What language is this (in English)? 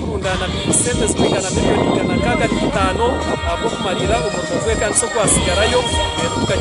Kinyarwanda